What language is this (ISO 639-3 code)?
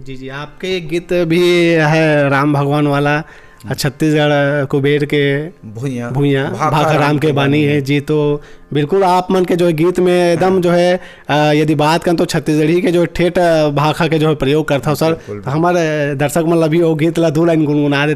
hne